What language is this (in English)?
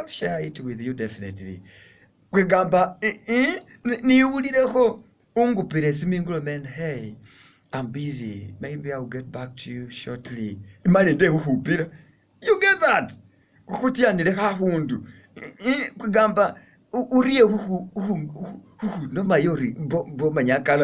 Masaaba